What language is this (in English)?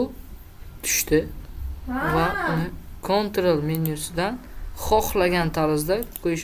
Uzbek